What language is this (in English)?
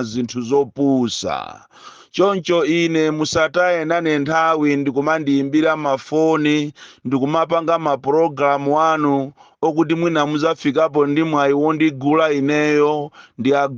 Nyanja